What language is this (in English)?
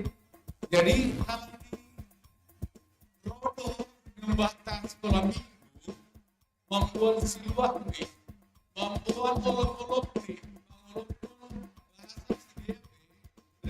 Batak Simalungun